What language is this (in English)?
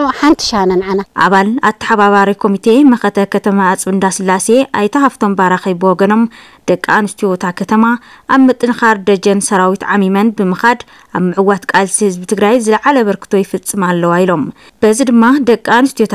Tigrinya